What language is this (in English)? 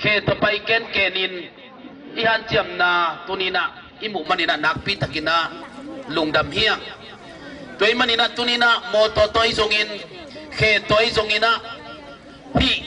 Tedim Chin